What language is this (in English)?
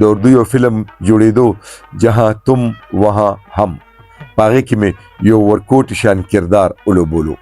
Pashto